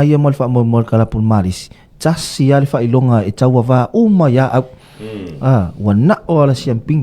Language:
Samoan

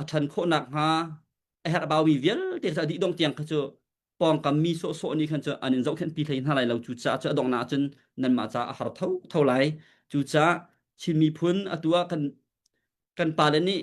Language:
Hakha Chin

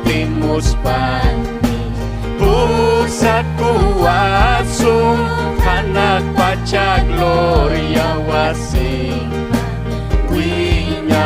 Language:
Ayacucho Quechua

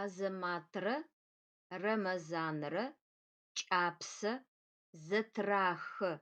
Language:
Adyghe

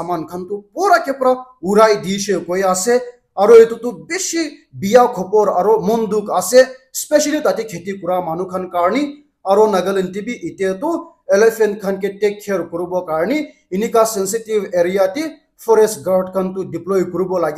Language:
Naga Pidgin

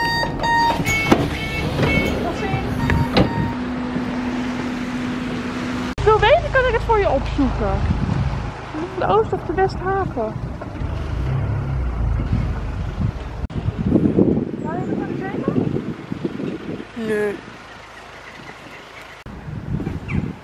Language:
Dutch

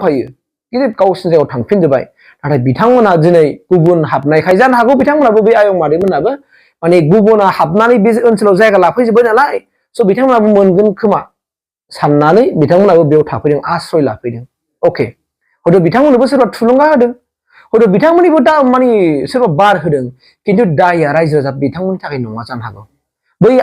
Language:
Bodo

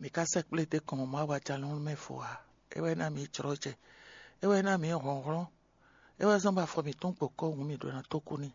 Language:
Fon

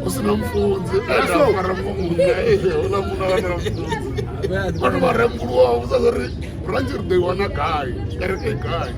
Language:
Venda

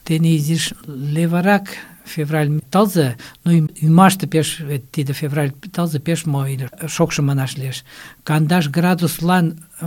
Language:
Mari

